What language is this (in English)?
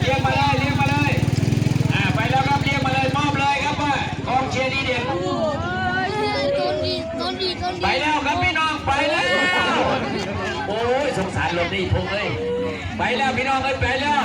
Northeastern Thai